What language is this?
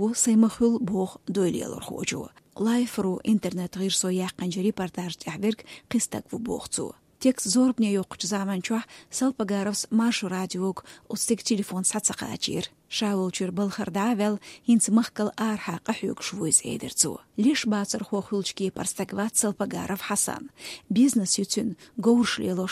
Chechen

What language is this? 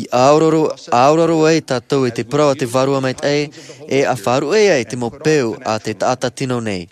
Tahitian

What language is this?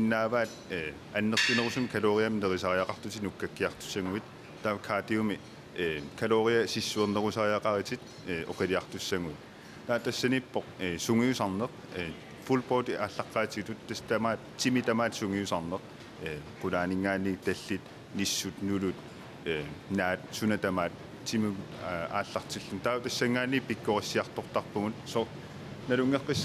Kalaallisut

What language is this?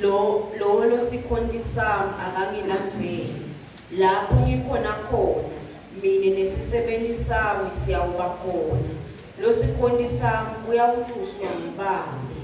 Zulu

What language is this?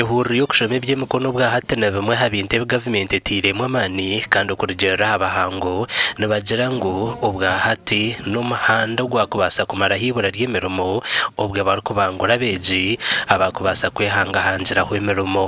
Nyankole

